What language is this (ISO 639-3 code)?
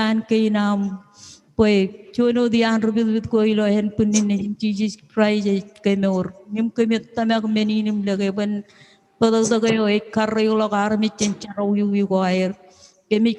mah